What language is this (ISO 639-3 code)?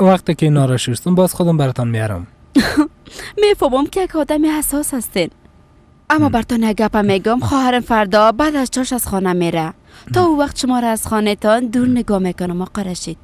fas